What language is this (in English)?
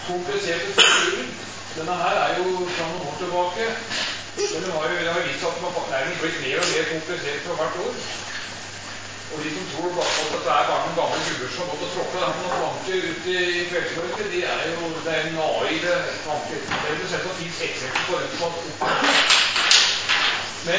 Norwegian